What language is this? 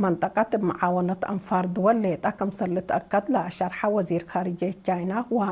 Tigre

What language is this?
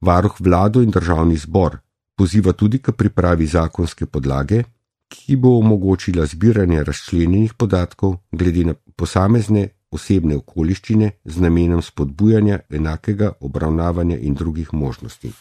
Slovenian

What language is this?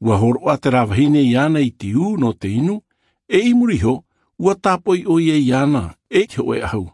Tahitian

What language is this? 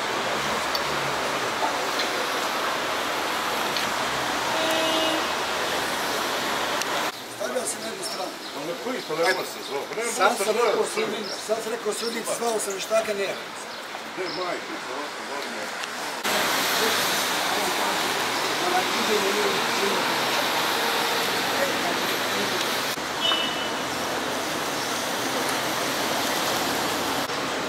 Bosnian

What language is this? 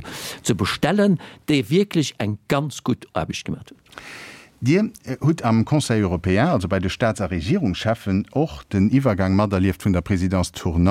Luxembourgish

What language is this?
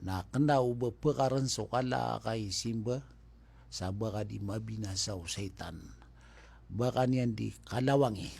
Maranao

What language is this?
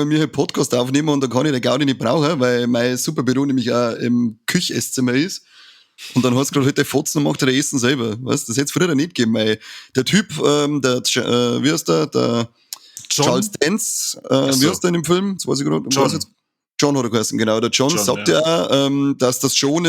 Bavarian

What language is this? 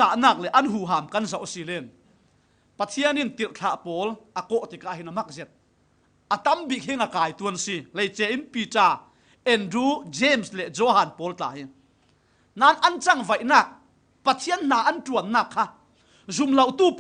Falam Chin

